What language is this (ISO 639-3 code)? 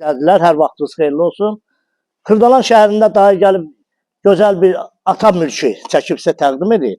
aze